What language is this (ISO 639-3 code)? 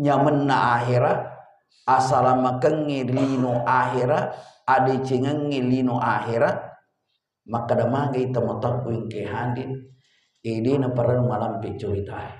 bug